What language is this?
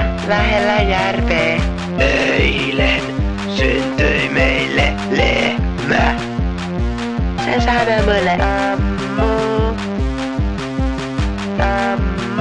Finnish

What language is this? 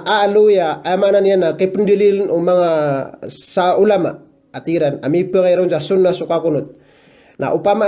Maranao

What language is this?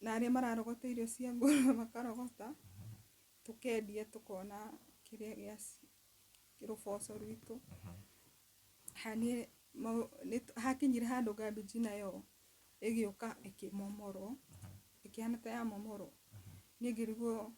Kikuyu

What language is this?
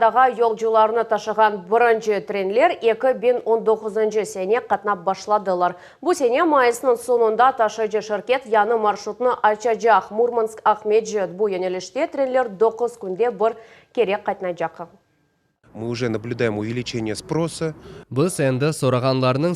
Crimean Tatar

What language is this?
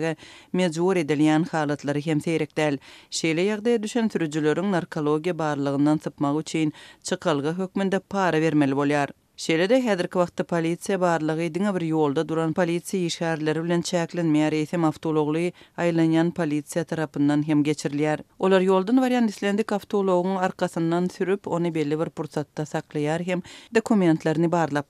Turkmen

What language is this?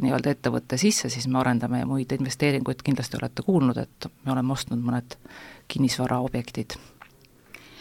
Estonian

